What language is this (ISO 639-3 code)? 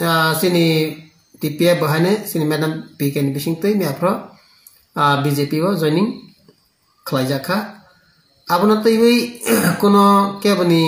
trp